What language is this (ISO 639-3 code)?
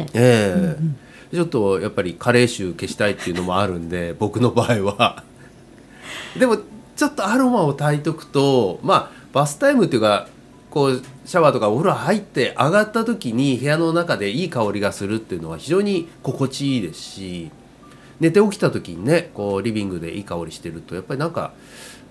jpn